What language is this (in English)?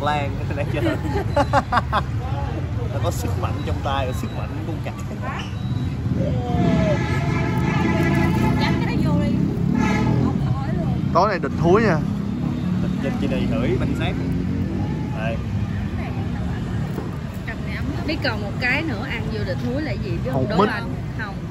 Vietnamese